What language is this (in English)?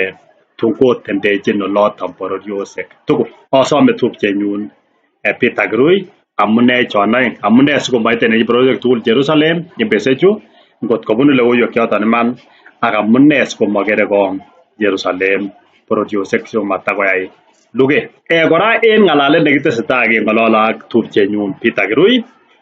Kalenjin